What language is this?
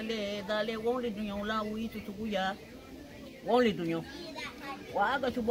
Garifuna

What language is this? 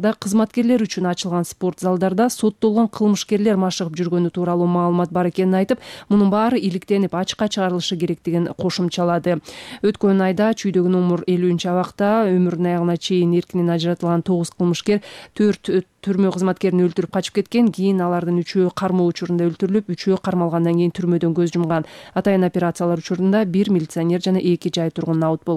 Kyrgyz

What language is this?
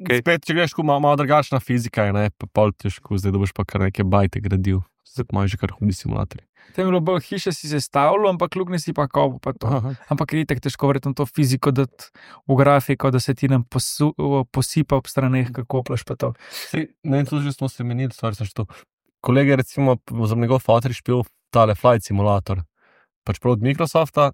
Slovenian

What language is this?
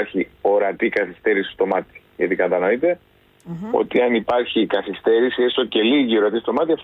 Greek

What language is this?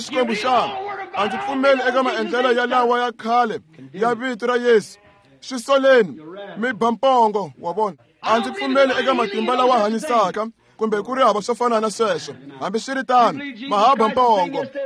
Tsonga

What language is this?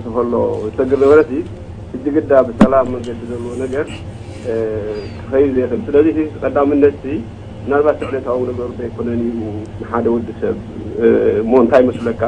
Tigrinya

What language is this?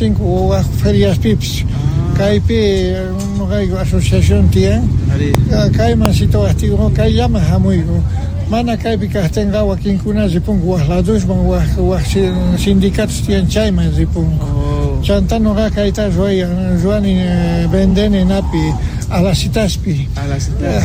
Quechua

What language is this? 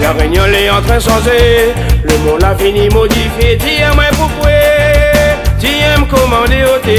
Réunion Creole French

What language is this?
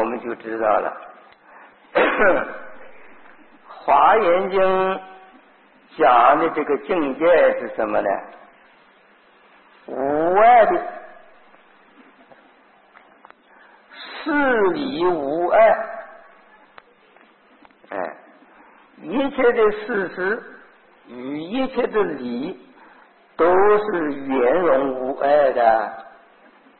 Chinese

